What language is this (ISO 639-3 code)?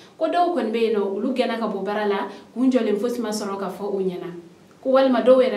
bam